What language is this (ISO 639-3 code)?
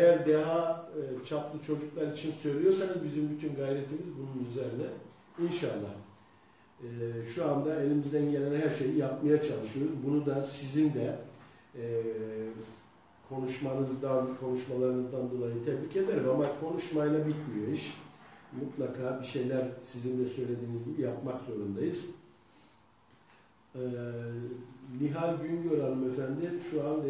tur